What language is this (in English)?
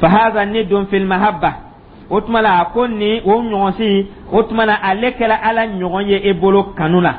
Dyula